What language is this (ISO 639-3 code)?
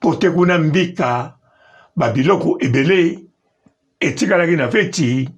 lin